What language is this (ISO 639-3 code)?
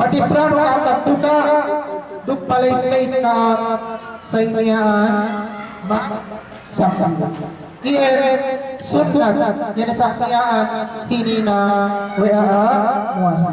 yka